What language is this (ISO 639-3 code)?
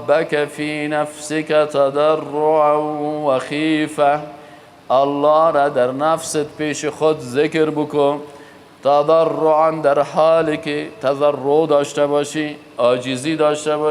fas